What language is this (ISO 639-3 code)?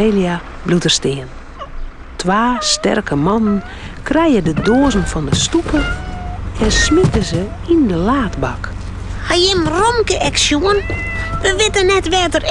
fry